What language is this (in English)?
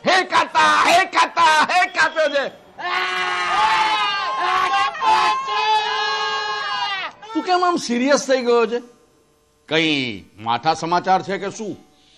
Gujarati